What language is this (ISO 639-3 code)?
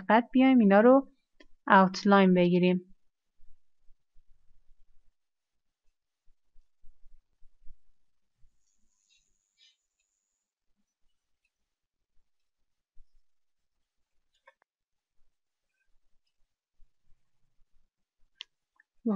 fas